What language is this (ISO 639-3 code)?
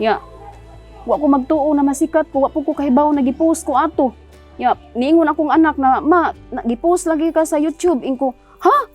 ceb